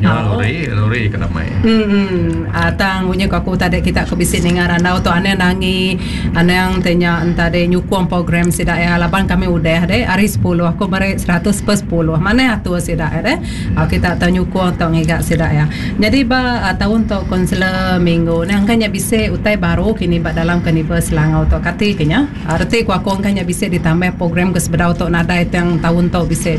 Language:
Iban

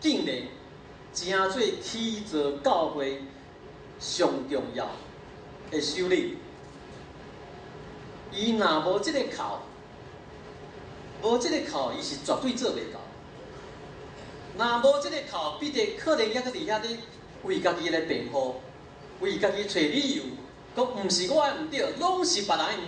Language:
Min Nan Chinese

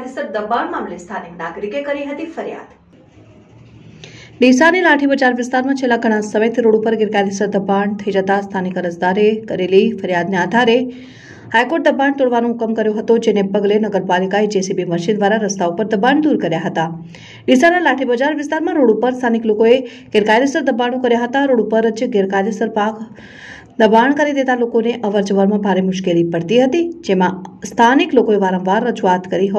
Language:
Gujarati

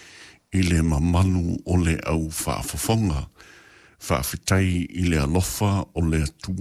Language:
Samoan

